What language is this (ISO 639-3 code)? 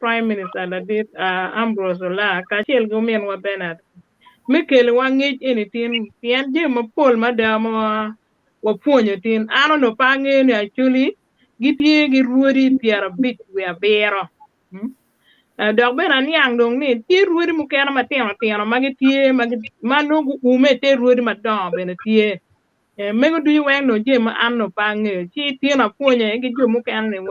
ach